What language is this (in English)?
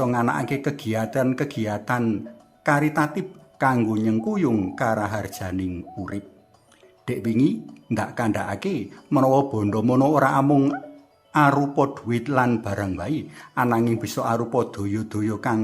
Javanese